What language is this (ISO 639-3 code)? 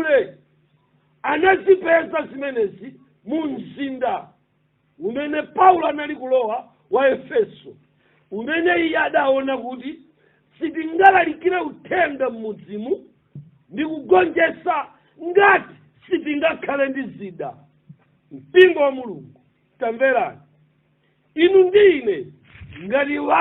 nya